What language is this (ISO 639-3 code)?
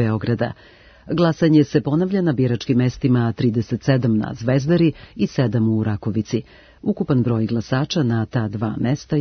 srp